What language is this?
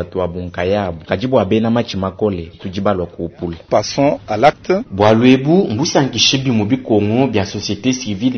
Luba-Lulua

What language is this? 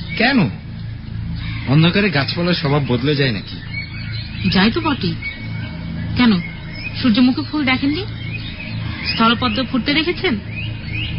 Bangla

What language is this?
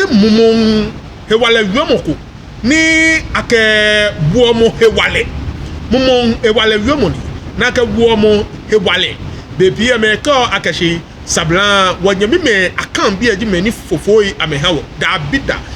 Ga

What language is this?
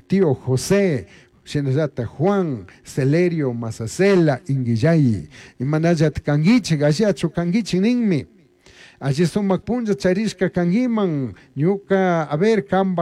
Chimborazo Highland Quichua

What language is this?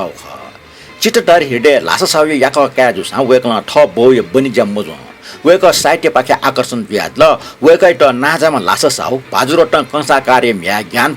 Newari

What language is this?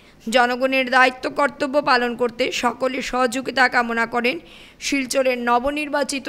Bangla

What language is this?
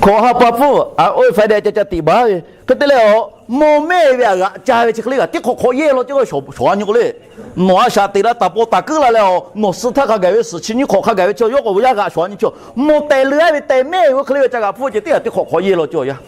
Lahu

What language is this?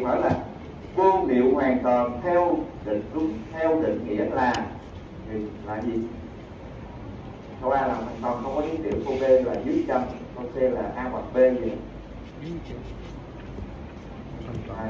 Vietnamese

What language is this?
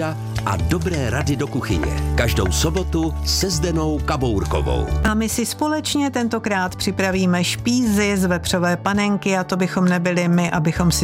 Czech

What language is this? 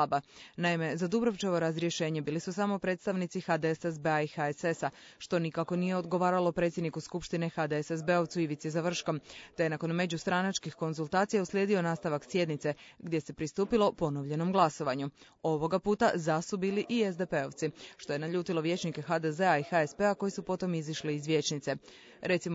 Croatian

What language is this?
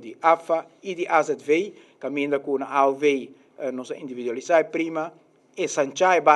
Papiamento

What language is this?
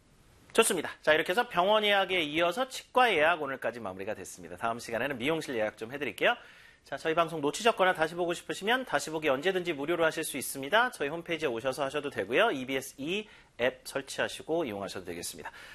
Korean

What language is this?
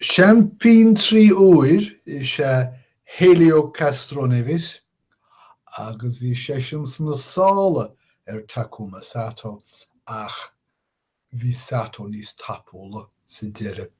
Irish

